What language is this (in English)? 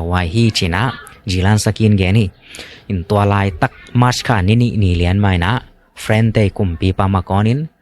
Tedim Chin